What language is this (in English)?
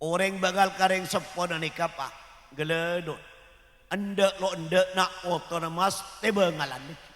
Madurese